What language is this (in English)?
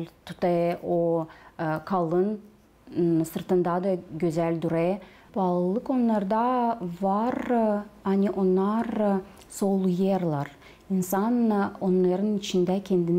Gagauz